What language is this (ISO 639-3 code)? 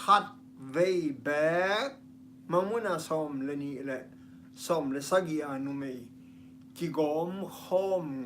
ctd